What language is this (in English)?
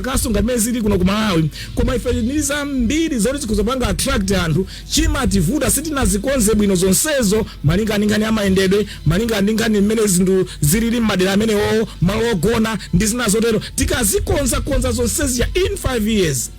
Nyanja